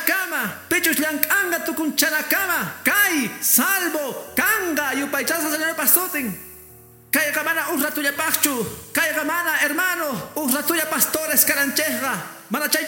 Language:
Quechua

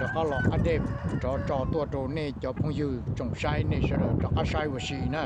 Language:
Hmong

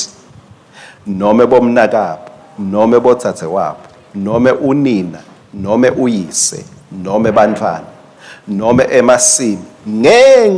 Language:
Swati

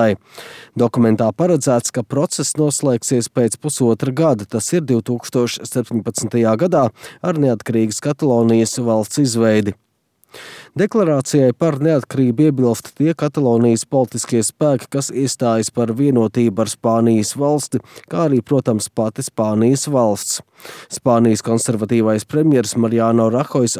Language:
Latvian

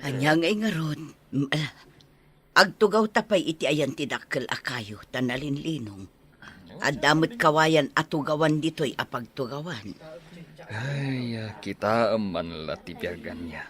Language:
Iloko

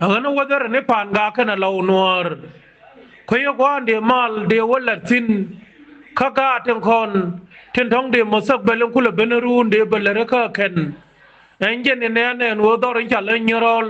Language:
Nuer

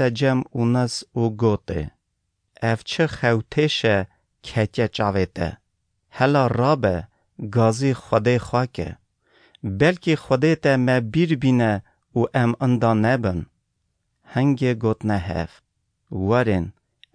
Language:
Kurdish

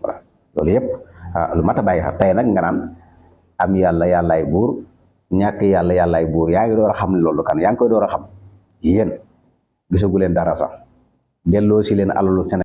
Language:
Wolof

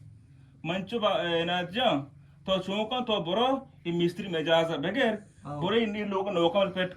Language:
Eastern Balochi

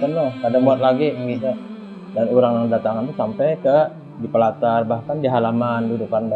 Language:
Banjar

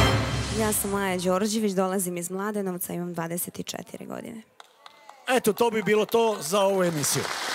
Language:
Serbian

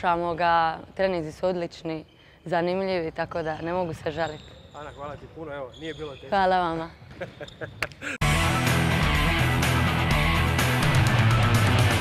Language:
Croatian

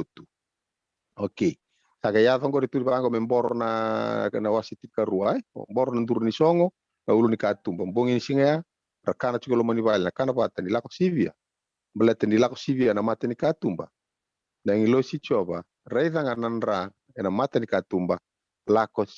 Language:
Fijian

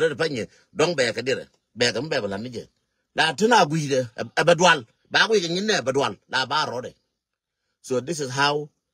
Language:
Nuer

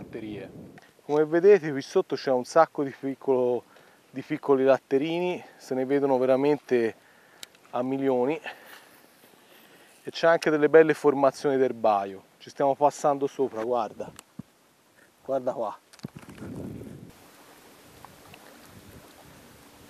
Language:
Italian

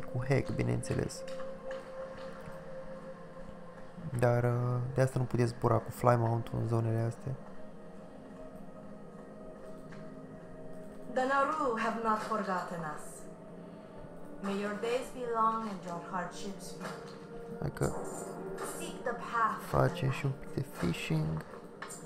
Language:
Romanian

